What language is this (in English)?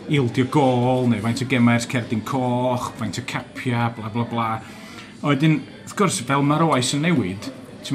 Welsh